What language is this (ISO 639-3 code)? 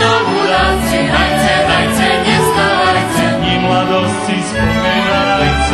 rue